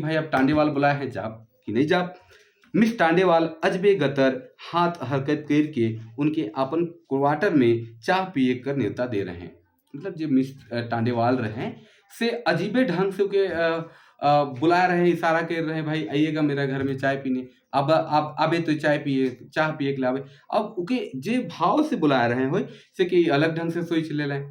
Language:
Sadri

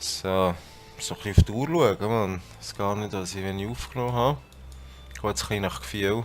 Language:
Swiss German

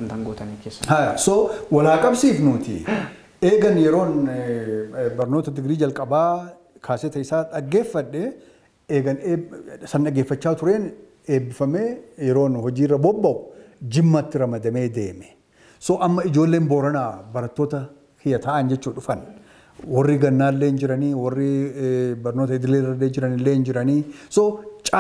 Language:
Oromo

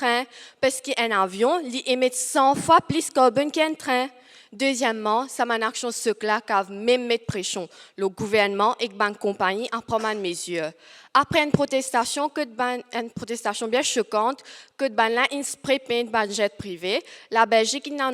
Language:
Morisyen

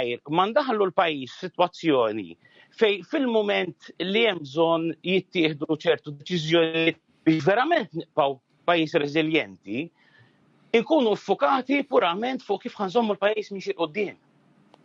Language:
Maltese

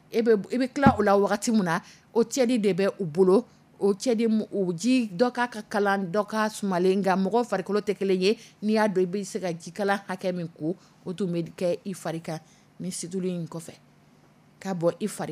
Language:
Dyula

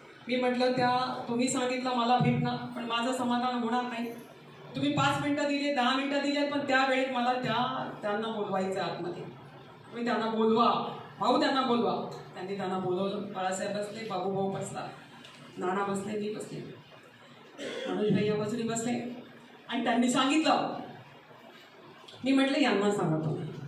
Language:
Marathi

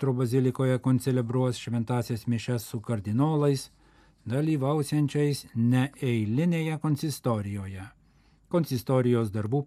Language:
Lithuanian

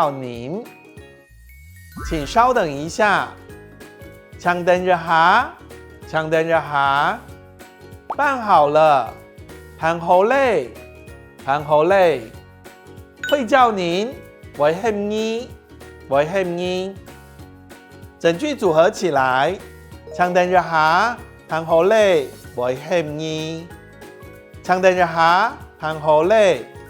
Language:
Hakka Chinese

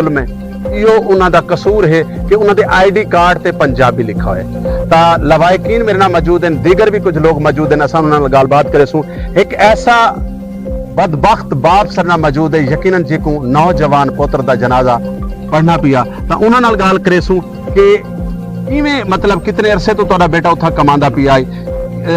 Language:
Saraiki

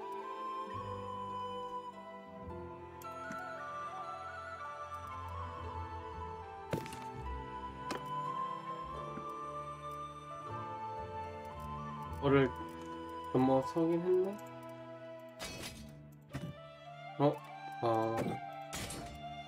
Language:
Korean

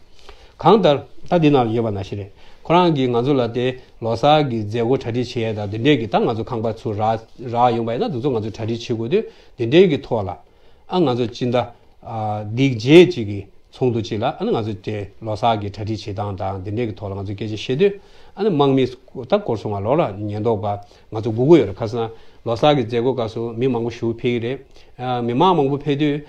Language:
Tibetan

